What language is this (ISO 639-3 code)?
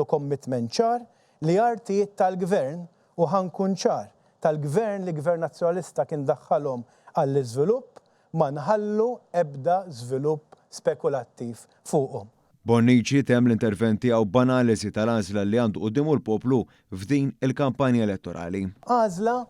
mlt